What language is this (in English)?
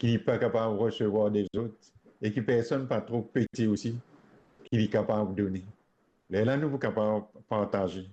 Morisyen